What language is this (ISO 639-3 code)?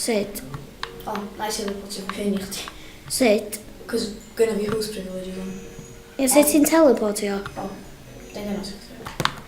cym